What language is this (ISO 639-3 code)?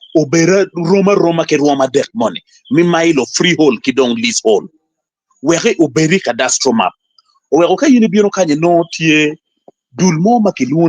ach